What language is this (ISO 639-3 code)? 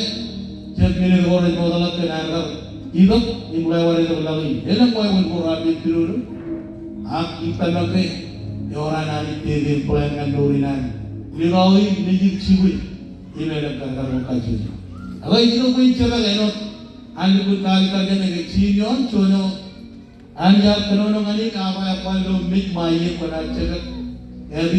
mah